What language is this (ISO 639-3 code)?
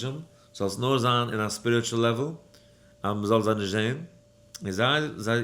yid